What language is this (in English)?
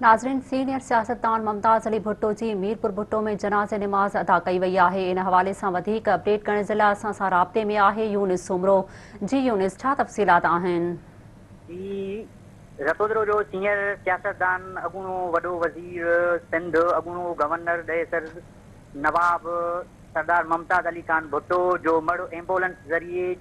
Sindhi